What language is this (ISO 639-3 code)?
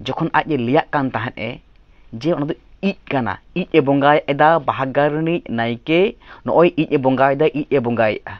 sat